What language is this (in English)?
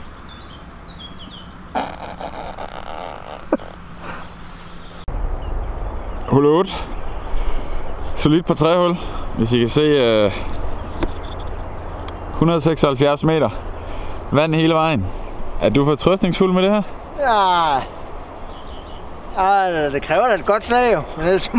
Danish